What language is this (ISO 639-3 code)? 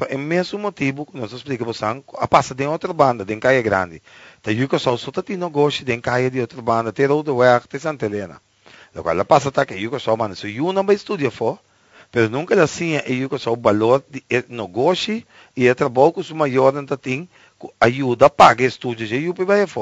por